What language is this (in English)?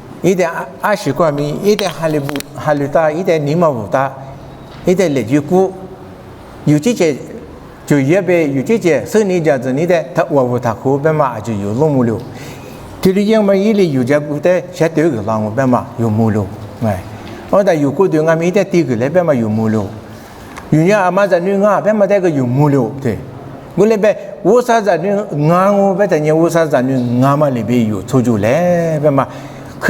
Lisu